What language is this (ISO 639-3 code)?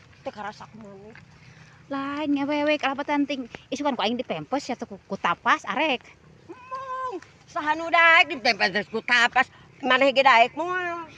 sun